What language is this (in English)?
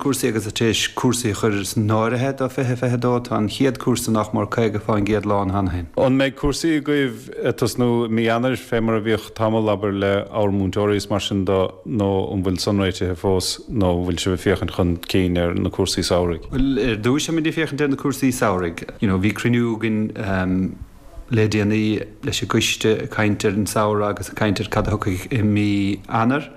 Irish